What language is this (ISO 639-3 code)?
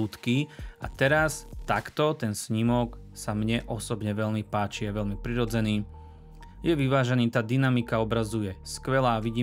slk